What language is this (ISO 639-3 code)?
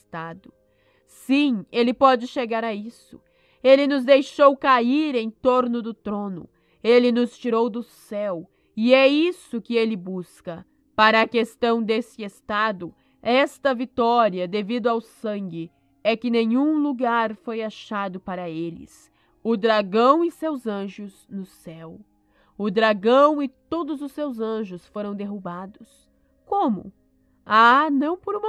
por